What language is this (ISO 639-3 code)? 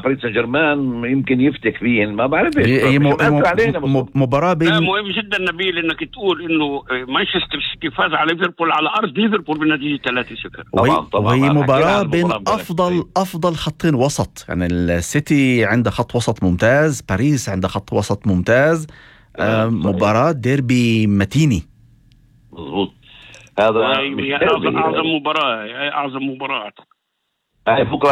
apc